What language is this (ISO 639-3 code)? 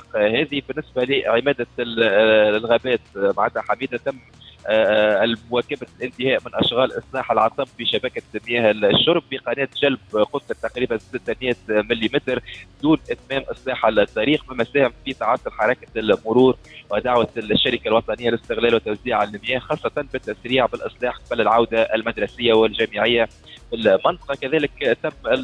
aeb